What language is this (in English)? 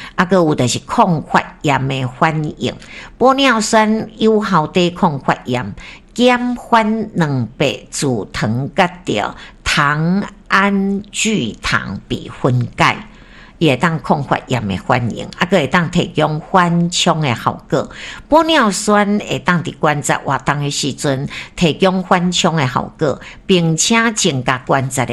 Min Nan Chinese